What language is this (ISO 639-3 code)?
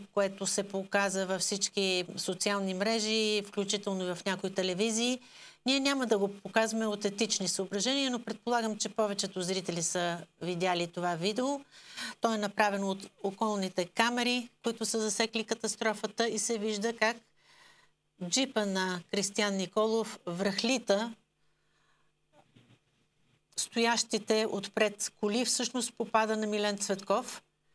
bul